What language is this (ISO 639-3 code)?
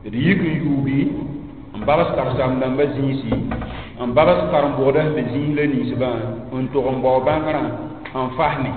mos